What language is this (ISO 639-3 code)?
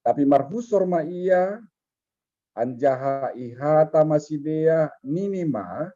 bts